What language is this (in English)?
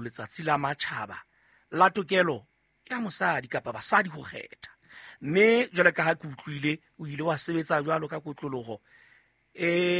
Southern Sotho